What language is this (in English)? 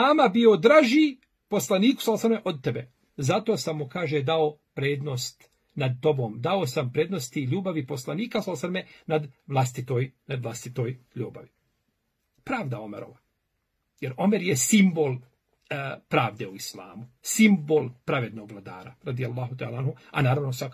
Bosnian